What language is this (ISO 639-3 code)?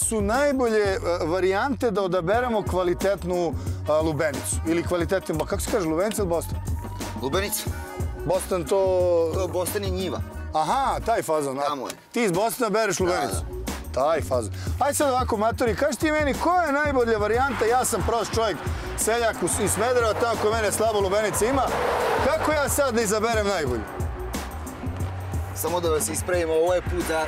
srp